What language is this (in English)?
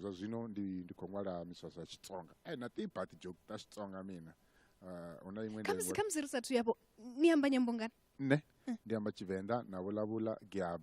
Venda